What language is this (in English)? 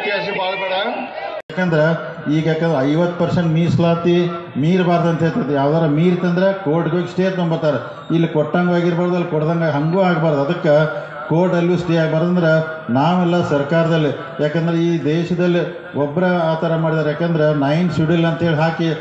Kannada